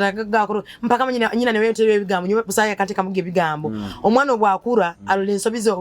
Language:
Nyoro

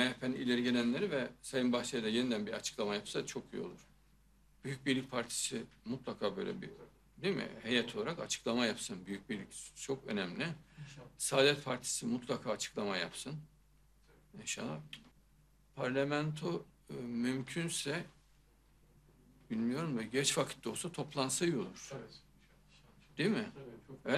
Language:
Turkish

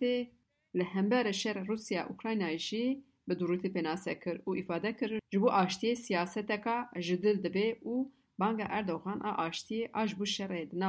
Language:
Kurdish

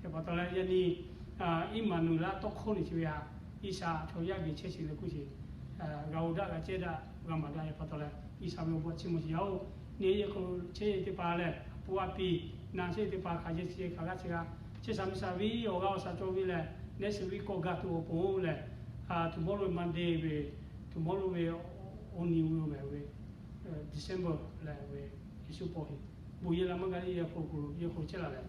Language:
Lahu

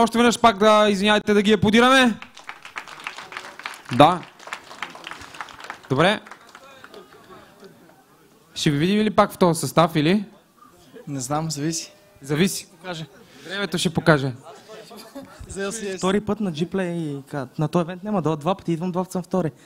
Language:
Bulgarian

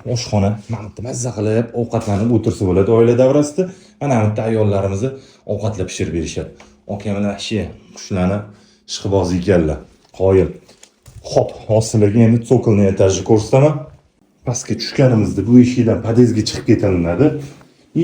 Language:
Uzbek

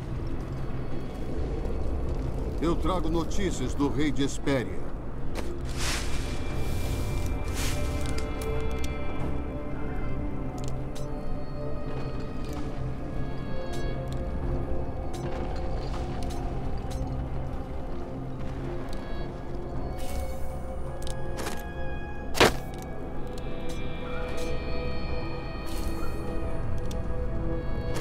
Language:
Portuguese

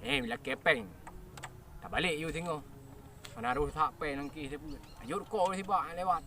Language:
Achinese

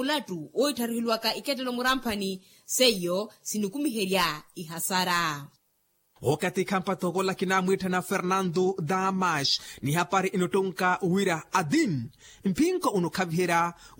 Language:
Makhuwa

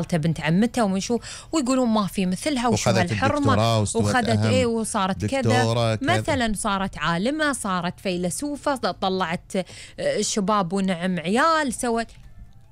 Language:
Gulf Arabic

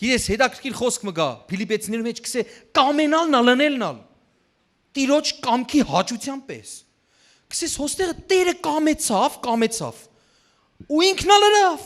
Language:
Western Armenian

